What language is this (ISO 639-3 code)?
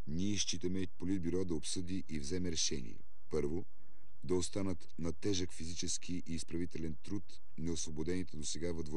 bul